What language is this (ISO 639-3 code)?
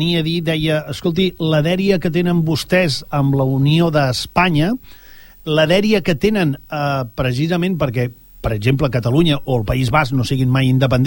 cat